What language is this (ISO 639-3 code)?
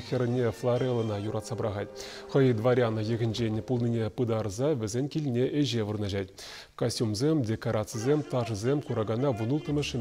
chv